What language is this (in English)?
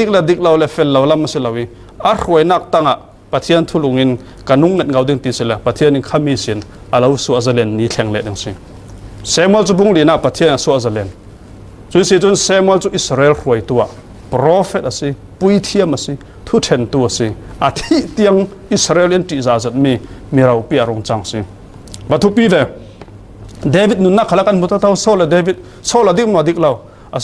Falam Chin